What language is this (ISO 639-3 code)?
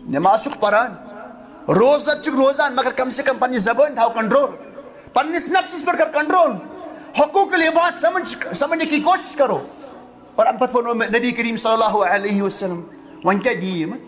kas